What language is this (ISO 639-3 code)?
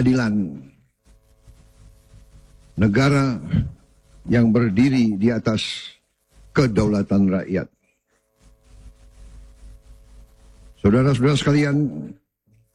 ind